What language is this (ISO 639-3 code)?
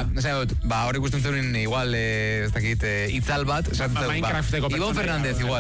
eus